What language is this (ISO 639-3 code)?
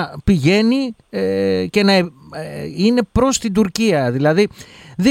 ell